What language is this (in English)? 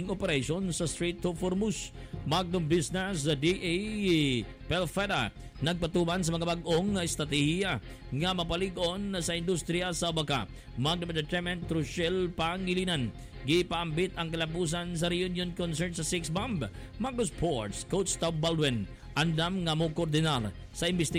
Cebuano